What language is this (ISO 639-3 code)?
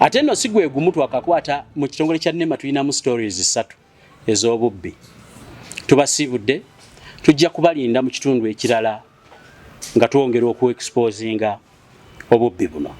lug